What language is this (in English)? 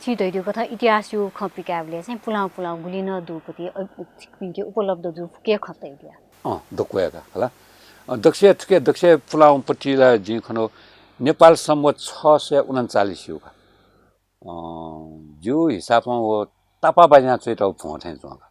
Newari